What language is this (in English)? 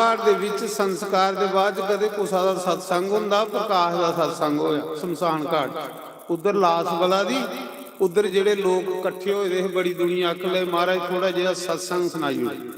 Dogri